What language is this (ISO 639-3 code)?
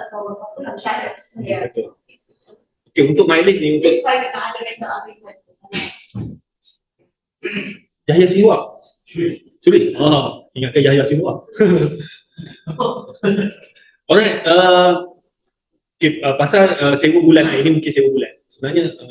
msa